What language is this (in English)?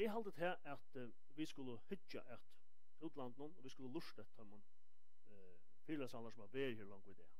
Faroese